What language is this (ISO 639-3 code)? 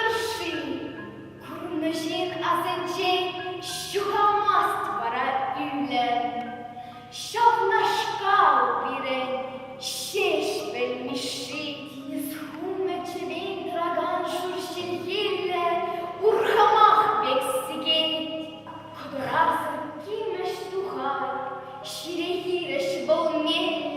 chv